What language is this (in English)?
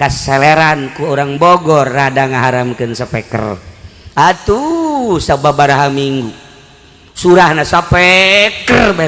Sundanese